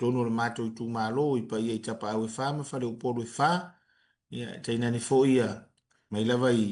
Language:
Samoan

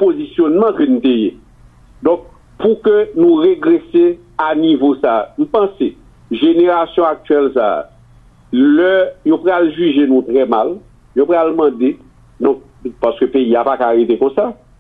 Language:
Haitian Creole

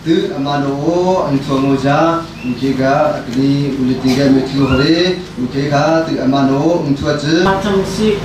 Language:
Hakha Chin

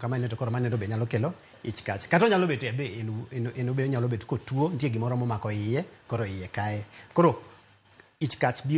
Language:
Luo (Kenya and Tanzania)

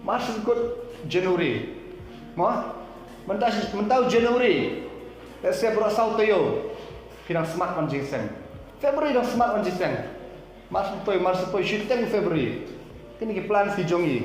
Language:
Khasi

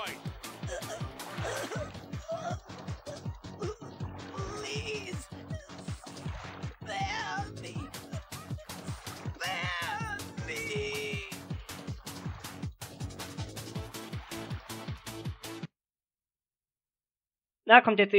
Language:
German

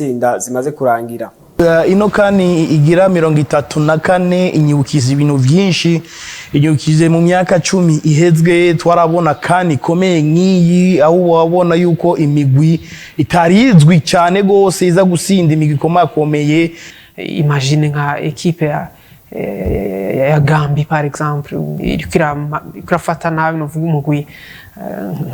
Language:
Rundi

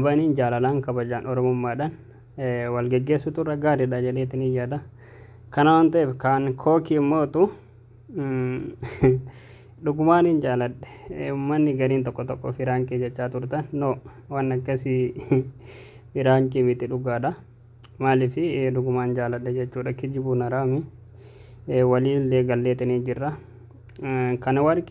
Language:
Oromo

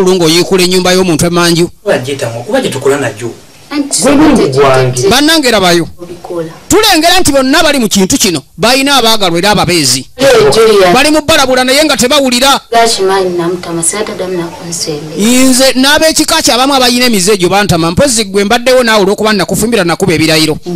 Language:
Ganda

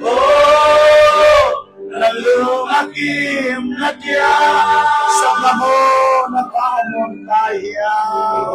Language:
Tedim Chin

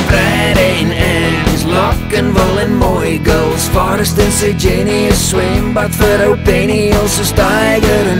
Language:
Afrikaans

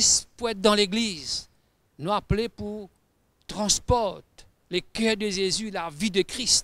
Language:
Morisyen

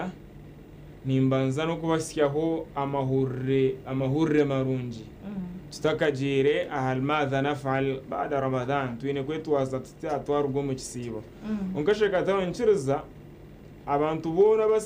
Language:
Nyankole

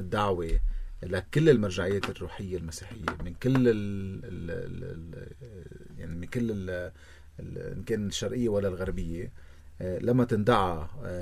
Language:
North Levantine Arabic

